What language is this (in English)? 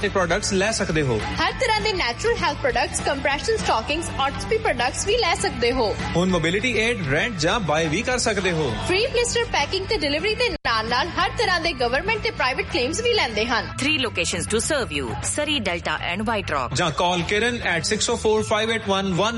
Punjabi